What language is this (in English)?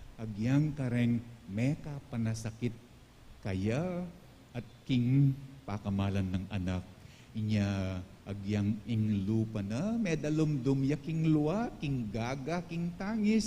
Pampanga